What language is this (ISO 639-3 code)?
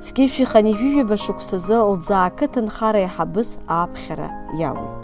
abk